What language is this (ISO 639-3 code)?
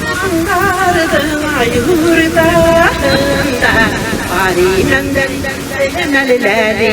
bak